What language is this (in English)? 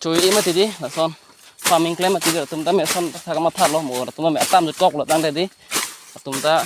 Karbi